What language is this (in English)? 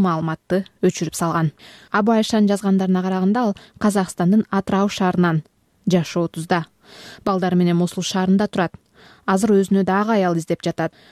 Kyrgyz